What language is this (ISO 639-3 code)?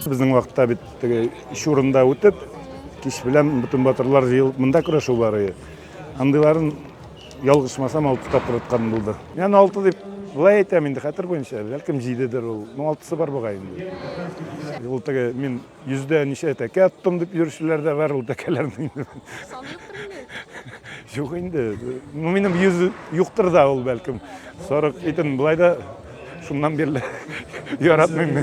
tat